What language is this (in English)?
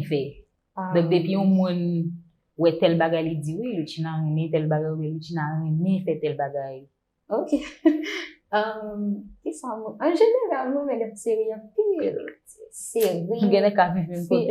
Haitian Creole